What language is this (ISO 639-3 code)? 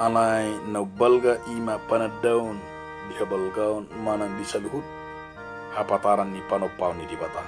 bbc